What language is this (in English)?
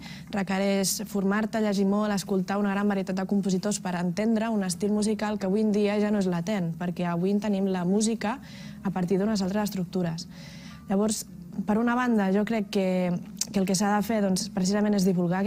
Catalan